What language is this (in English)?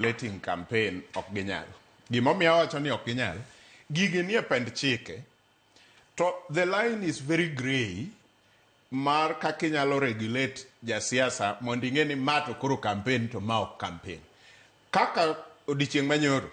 Luo (Kenya and Tanzania)